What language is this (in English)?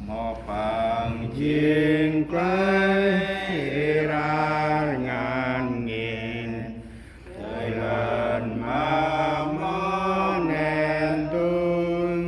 Central Mnong